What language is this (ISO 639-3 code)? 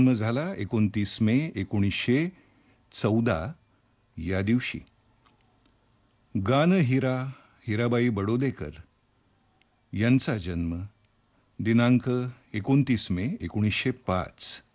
mar